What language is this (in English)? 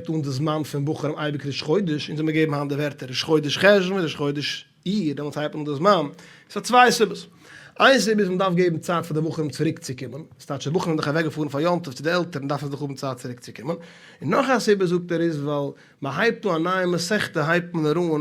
Yiddish